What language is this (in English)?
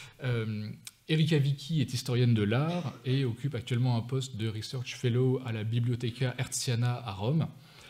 French